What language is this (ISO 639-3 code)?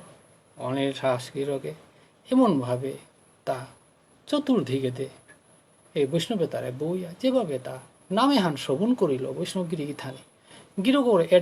bpy